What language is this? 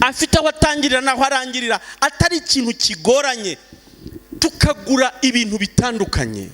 Kinyarwanda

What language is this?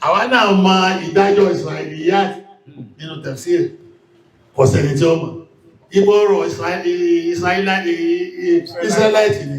Yoruba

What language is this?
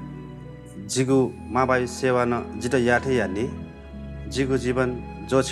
Newari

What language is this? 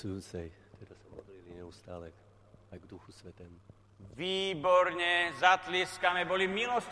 Slovak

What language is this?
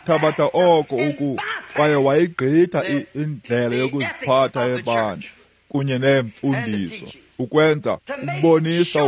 Xhosa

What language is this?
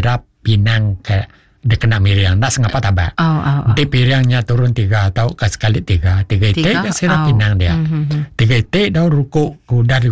Iban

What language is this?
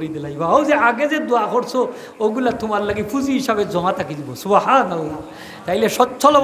Sylheti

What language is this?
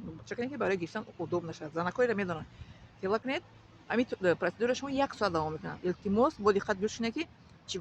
Tajik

